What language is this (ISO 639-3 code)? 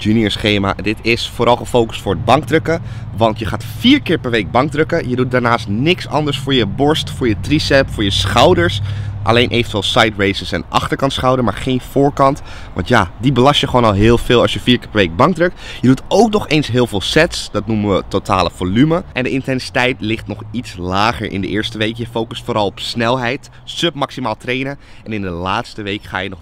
nld